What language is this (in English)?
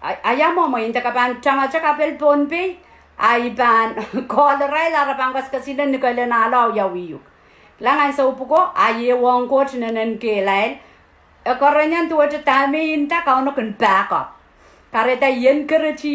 Pohnpeian